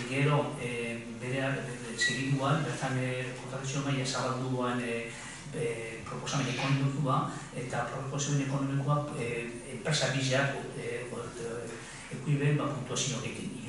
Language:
Basque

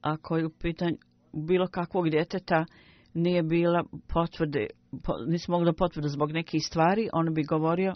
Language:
Bosnian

